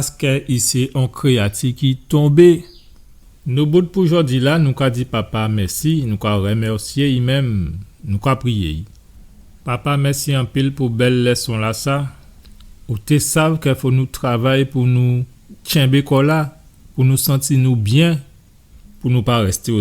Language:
Guadeloupean Creole French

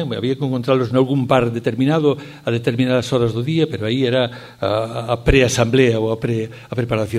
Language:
Galician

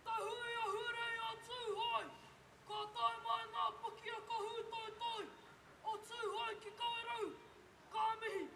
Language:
Māori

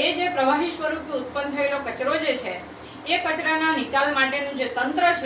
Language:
Gujarati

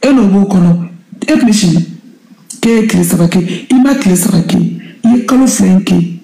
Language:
Bambara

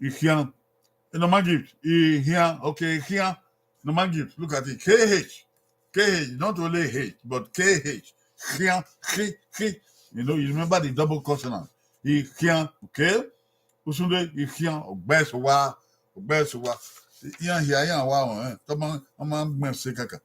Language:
Bini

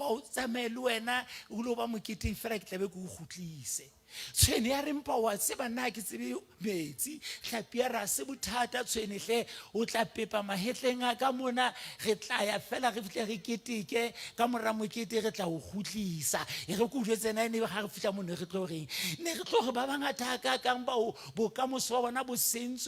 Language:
Southern Sotho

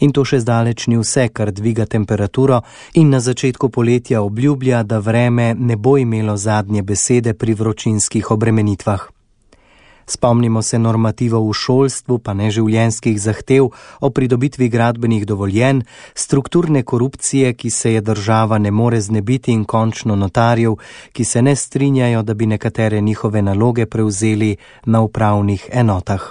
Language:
Slovenian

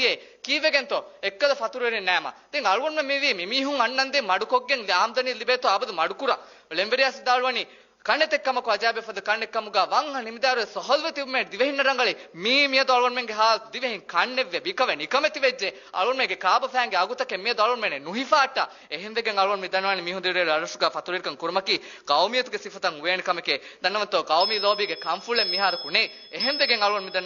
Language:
Divehi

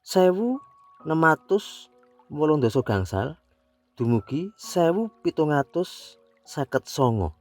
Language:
Javanese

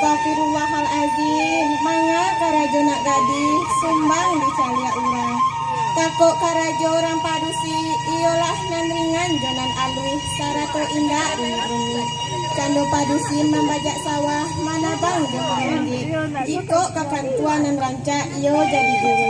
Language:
Minangkabau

